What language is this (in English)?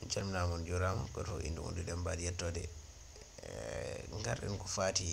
Fula